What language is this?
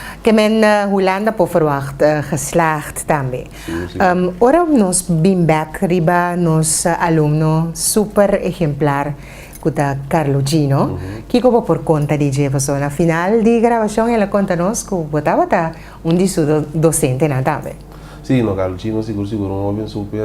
Papiamento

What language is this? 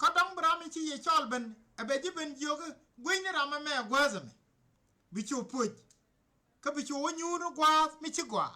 Nuer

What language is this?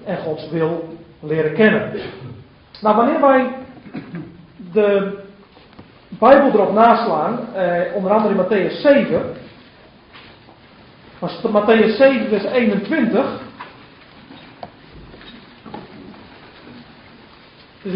Dutch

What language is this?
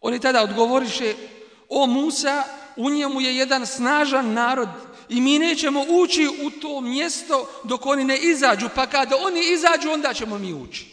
Bosnian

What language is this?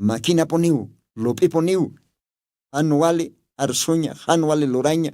Aymara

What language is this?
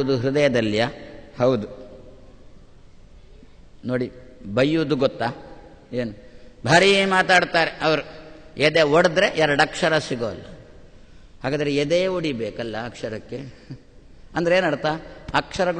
Kannada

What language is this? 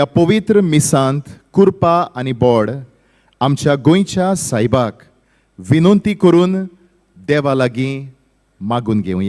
Konkani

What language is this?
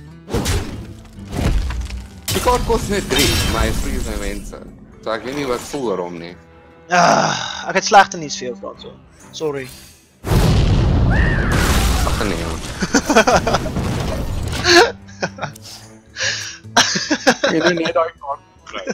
Afrikaans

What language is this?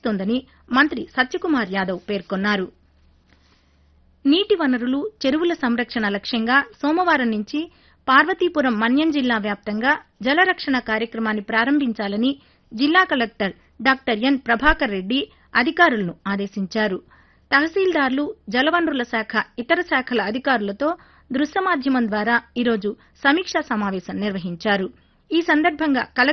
Telugu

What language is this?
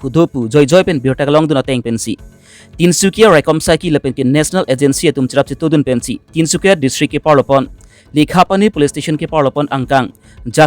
Karbi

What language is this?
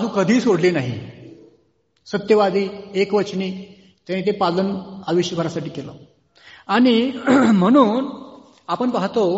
Marathi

